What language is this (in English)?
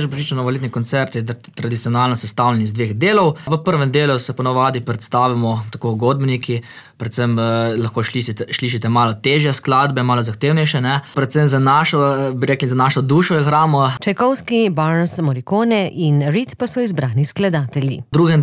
Slovenian